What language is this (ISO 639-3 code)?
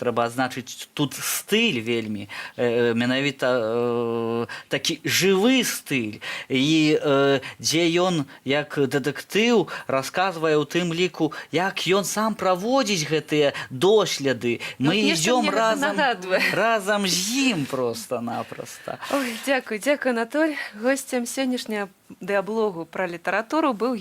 bel